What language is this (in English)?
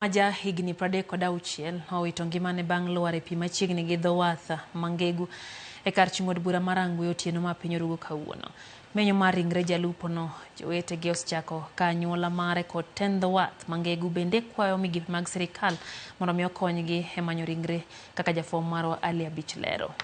Luo (Kenya and Tanzania)